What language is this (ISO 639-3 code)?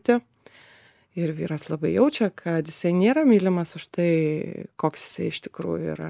lit